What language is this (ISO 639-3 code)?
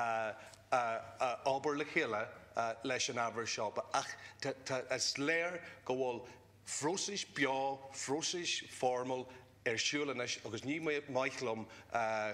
gle